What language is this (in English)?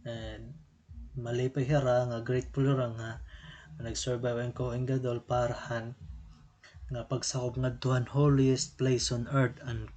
Waray